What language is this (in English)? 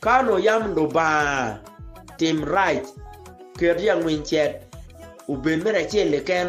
Acoli